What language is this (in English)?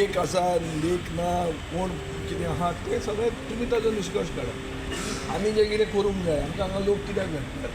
Konkani